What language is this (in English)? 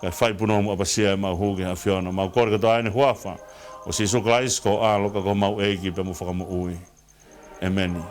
Tongan